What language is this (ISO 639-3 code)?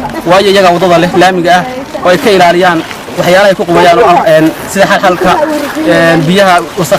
som